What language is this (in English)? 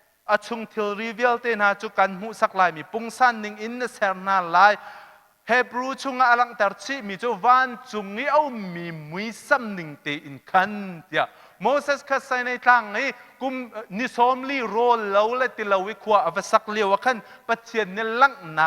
Hakha Chin